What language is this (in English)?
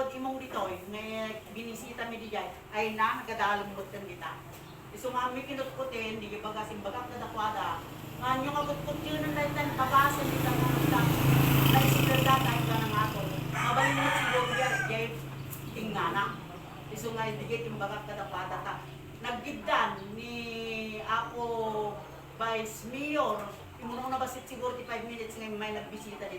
Iloko